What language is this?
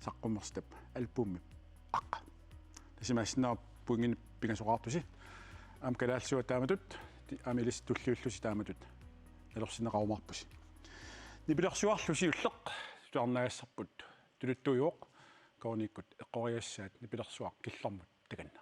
Kalaallisut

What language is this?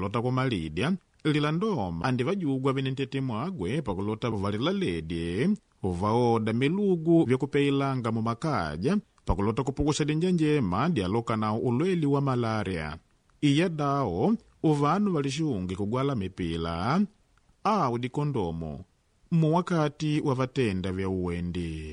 Makonde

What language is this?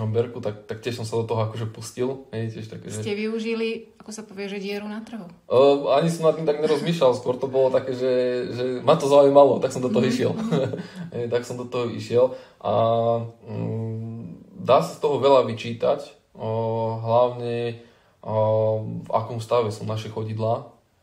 Slovak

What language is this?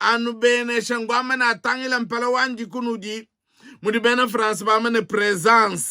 Luba-Lulua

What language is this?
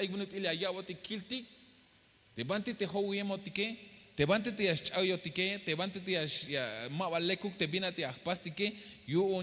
Tzeltal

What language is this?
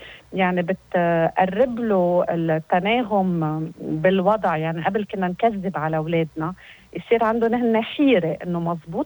North Levantine Arabic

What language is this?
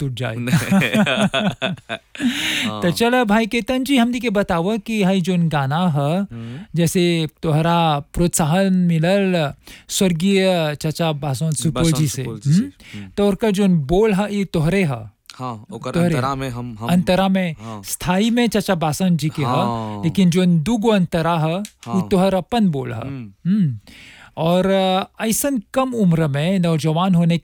Bhojpuri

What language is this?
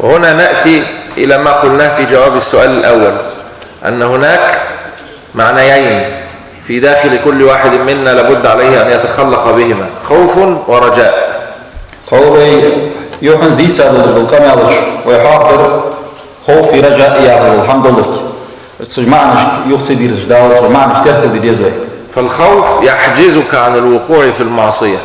Ingush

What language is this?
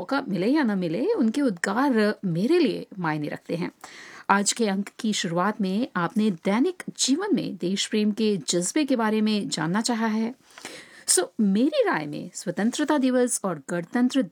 Hindi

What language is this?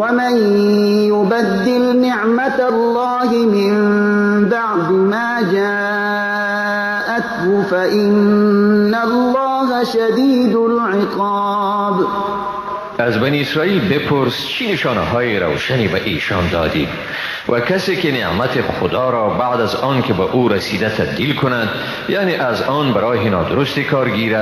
Persian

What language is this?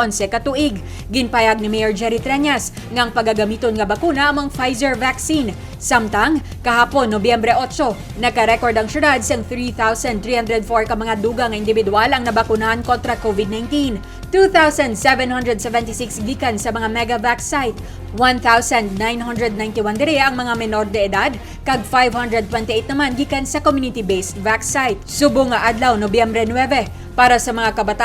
Hiligaynon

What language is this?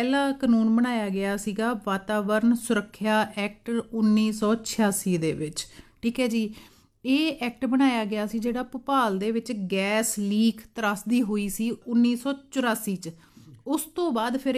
Punjabi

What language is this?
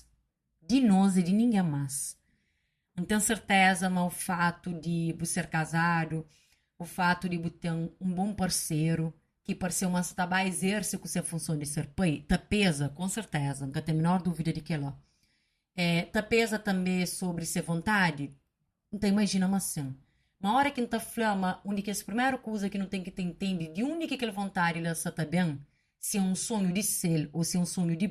Kabuverdianu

